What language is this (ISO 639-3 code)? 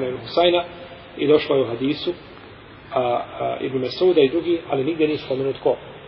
bos